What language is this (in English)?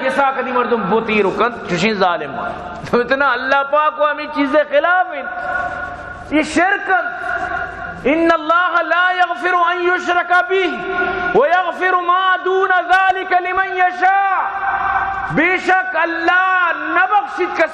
Eastern Balochi